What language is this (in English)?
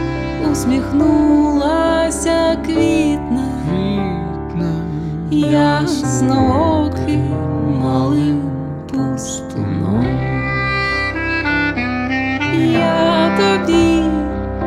Ukrainian